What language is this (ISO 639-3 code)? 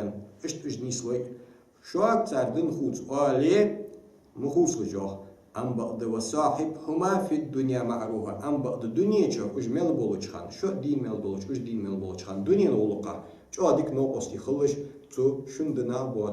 inh